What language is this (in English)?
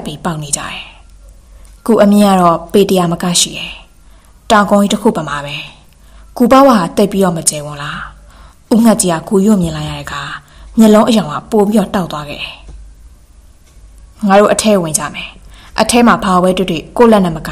Burmese